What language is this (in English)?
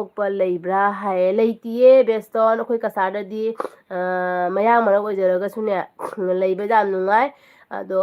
Manipuri